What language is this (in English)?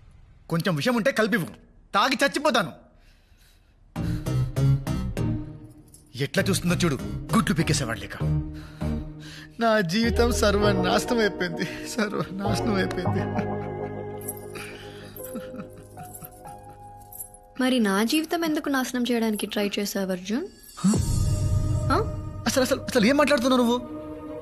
Telugu